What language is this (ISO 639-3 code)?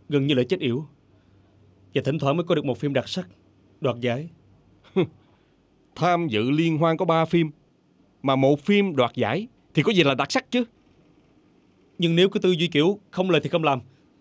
vie